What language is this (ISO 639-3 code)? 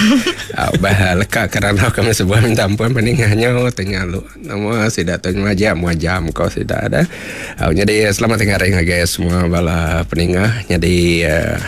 iba